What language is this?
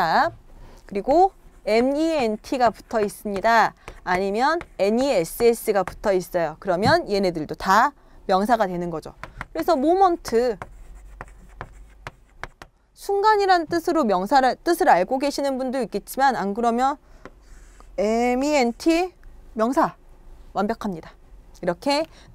Korean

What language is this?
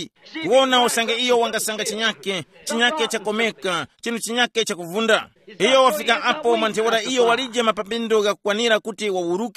Tumbuka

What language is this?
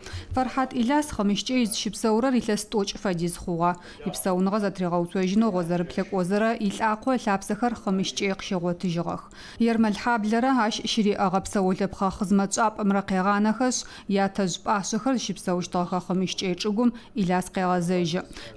Adyghe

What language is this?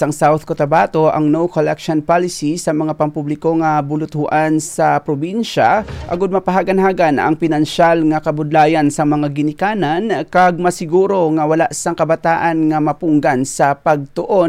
Hiligaynon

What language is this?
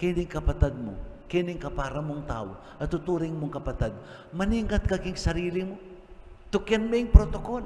Pampanga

